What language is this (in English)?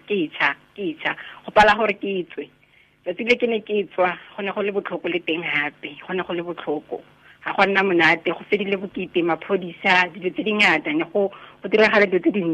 Tswana